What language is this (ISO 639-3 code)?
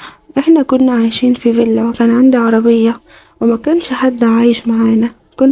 arz